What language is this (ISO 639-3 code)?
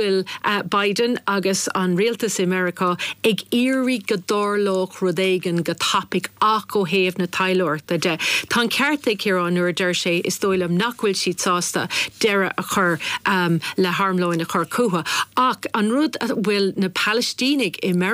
gle